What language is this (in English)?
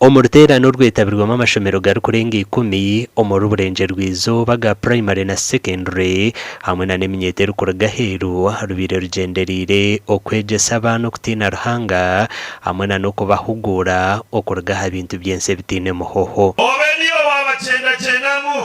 Nyankole